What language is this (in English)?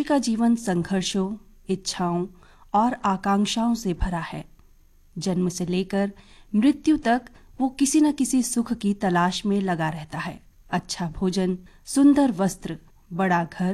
Hindi